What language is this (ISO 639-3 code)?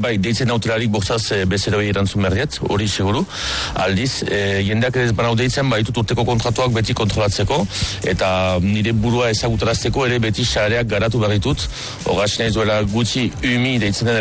eus